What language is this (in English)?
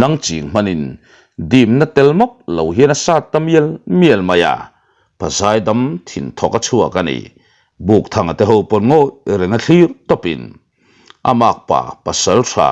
Mizo